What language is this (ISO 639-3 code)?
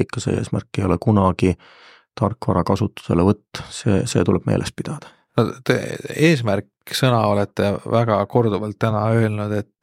est